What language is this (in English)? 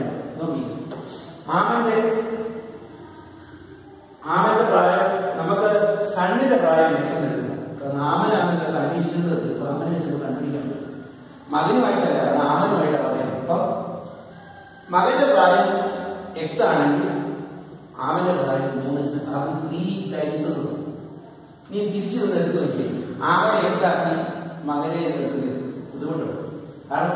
Malayalam